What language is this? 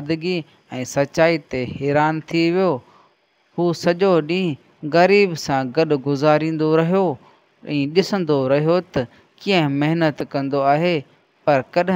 Sindhi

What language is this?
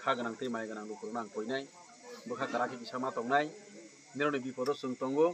Kok Borok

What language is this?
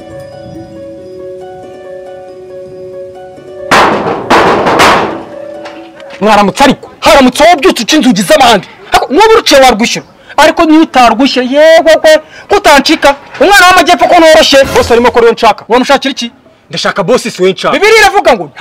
Kinyarwanda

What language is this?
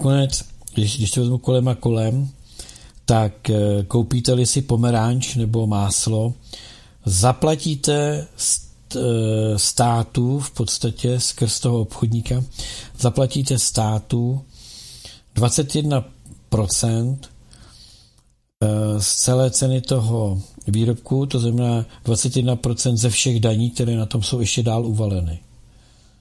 Czech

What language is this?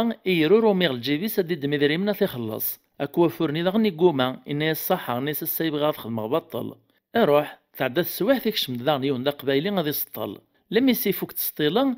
Kabyle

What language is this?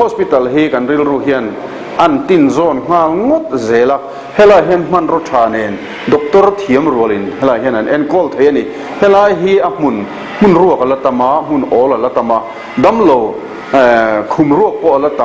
Mizo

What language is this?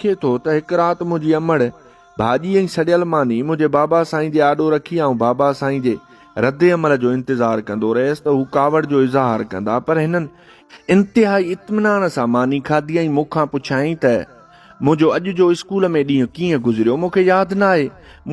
Sindhi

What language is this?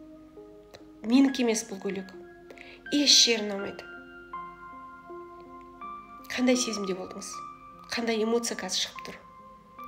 Kazakh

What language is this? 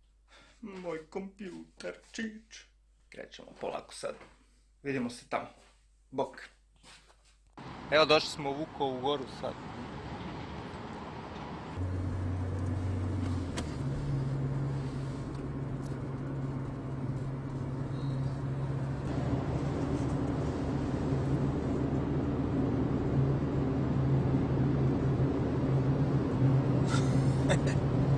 Croatian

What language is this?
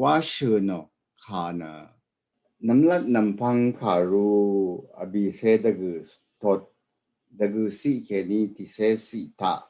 Rawang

